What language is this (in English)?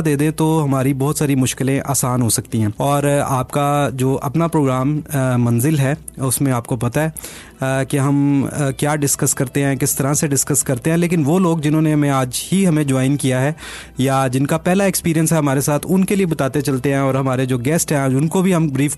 Urdu